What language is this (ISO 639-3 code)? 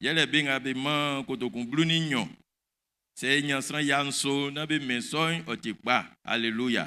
bci